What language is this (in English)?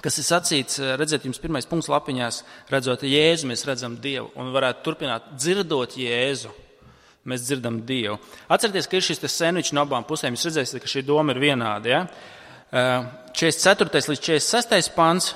Latvian